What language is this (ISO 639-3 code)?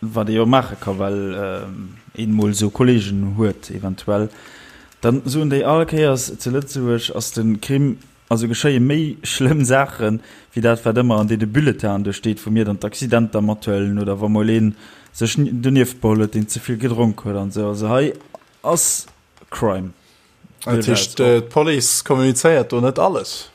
ltz